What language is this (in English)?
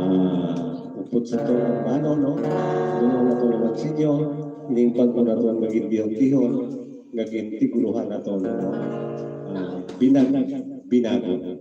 Hiligaynon